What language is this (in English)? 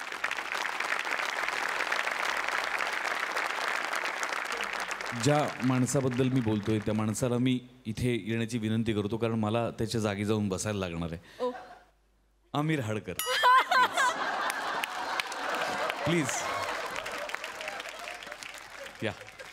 Marathi